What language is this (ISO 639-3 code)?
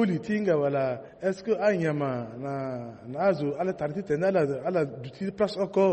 sag